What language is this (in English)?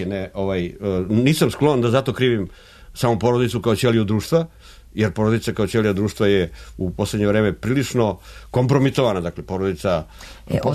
Serbian